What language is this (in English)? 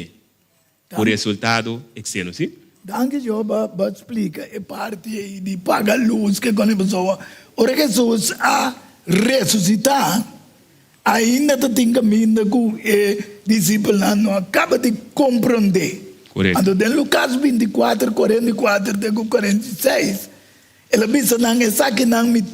Papiamento